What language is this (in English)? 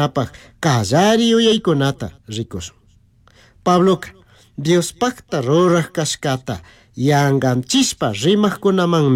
Chimborazo Highland Quichua